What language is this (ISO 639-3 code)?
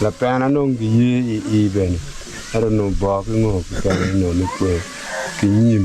ach